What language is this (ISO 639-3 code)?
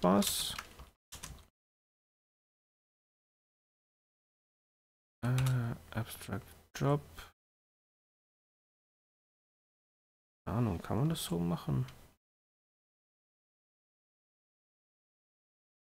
deu